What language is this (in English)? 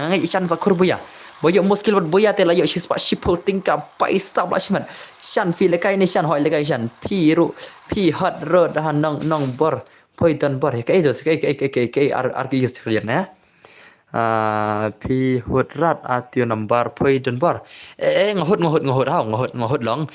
Khasi